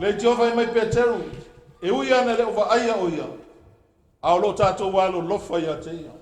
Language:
Samoan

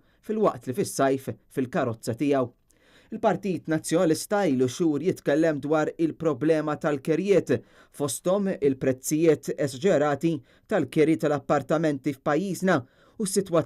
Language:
Maltese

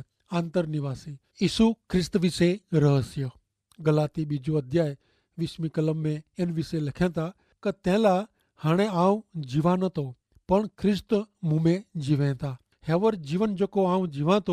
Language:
Kachhi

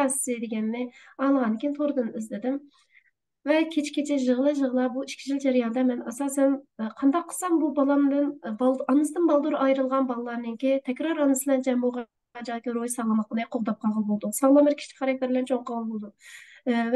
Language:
Uyghur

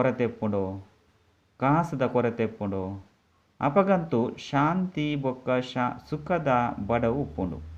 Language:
Tulu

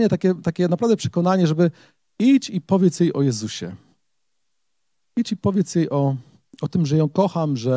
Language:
Polish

